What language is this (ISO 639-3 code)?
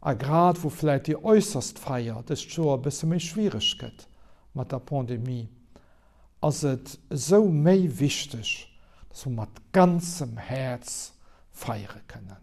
ltz